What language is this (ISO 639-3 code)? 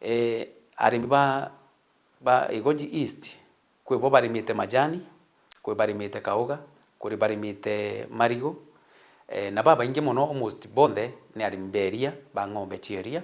mer